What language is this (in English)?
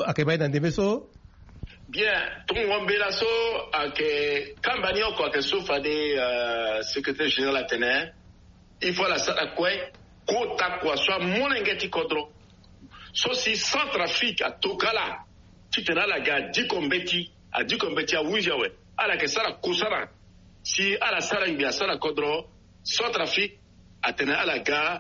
Sango